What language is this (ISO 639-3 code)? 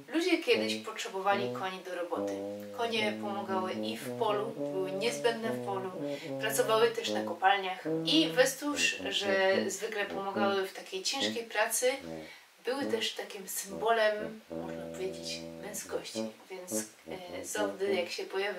szl